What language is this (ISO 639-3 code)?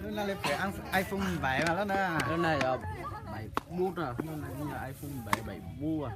hmn